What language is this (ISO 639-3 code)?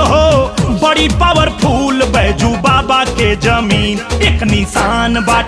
bho